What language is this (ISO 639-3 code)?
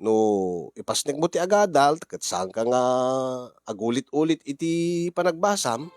ilo